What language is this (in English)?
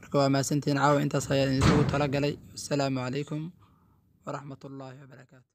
Somali